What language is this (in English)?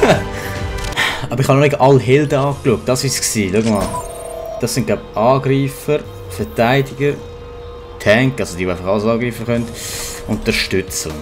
Swiss German